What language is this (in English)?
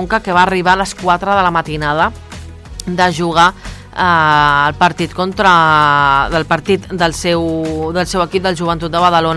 Catalan